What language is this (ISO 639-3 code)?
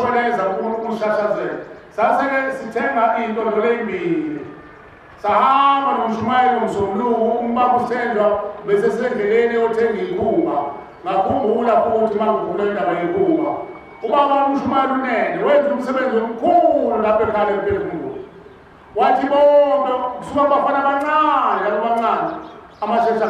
zul